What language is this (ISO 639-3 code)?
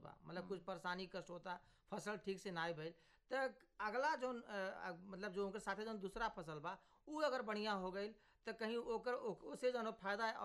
bho